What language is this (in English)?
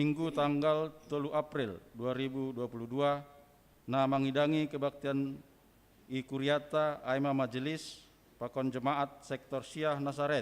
Batak Simalungun